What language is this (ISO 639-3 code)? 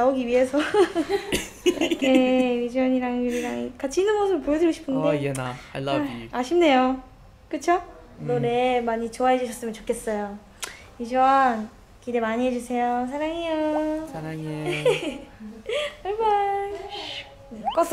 kor